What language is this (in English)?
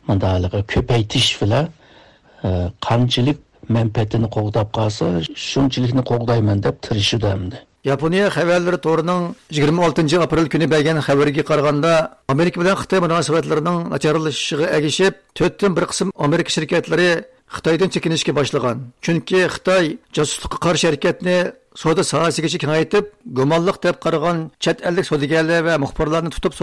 Uyghur